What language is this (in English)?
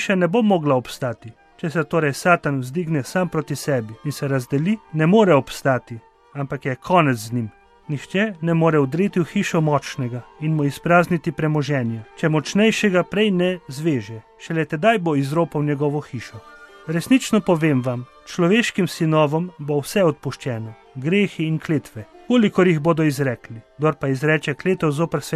Slovenian